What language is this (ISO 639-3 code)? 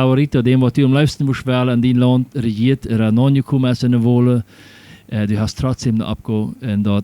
pdt